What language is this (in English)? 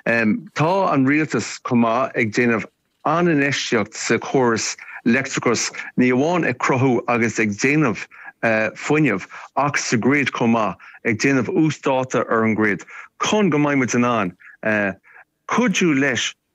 Irish